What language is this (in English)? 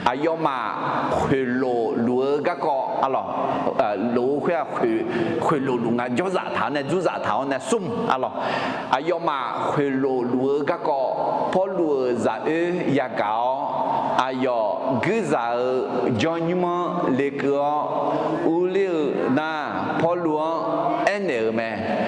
Akha